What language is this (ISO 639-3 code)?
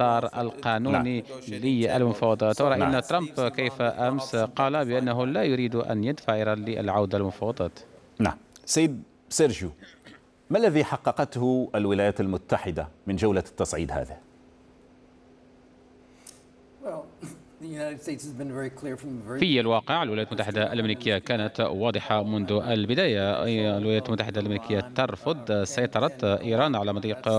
ara